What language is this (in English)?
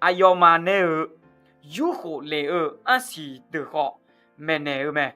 Akha